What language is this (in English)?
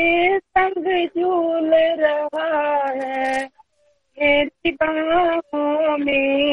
Punjabi